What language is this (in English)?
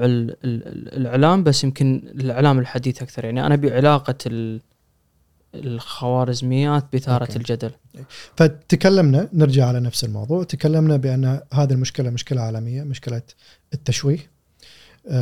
Gulf Arabic